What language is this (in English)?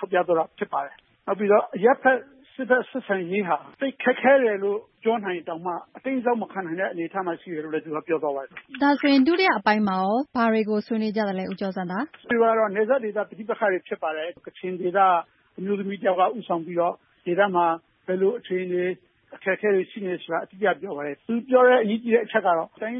Burmese